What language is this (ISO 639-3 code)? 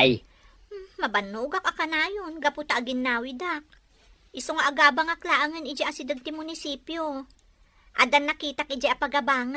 ilo